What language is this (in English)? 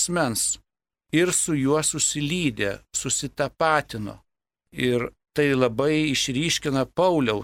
Lithuanian